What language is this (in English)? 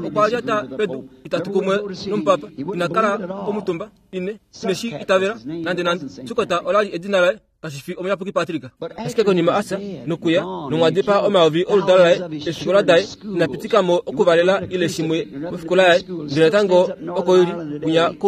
Kuanyama